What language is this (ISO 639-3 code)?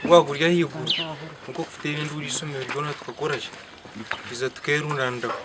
nyn